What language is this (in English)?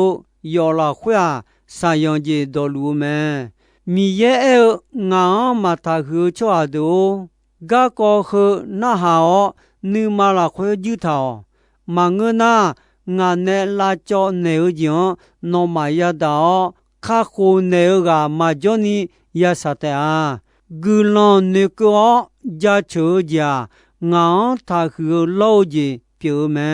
Akha